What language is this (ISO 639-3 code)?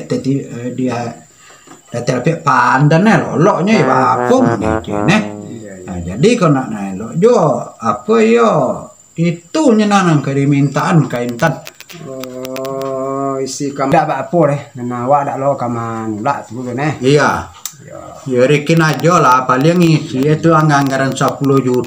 min